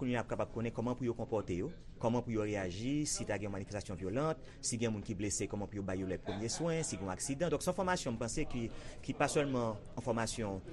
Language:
Haitian Creole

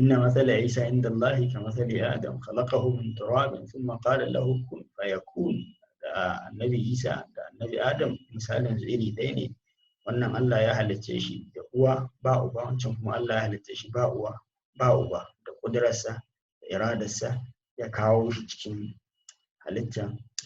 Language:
Hausa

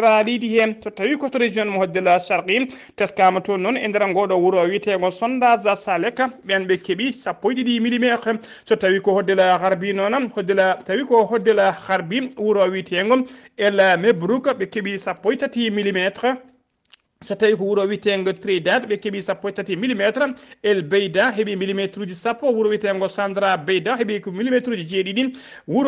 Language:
Fula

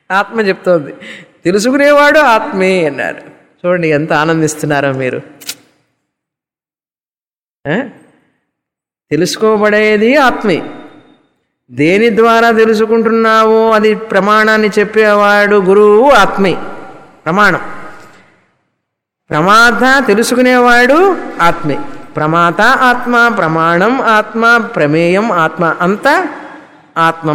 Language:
Telugu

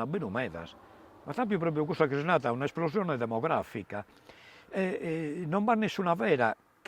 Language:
Sardinian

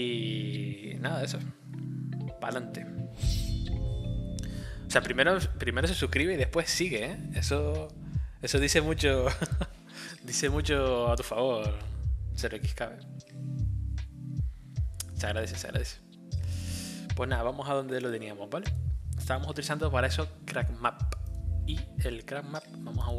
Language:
Spanish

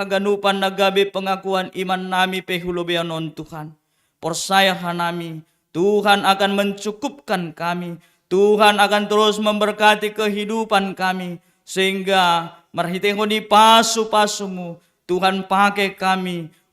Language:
Batak Simalungun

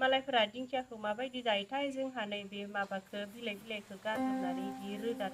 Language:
Bodo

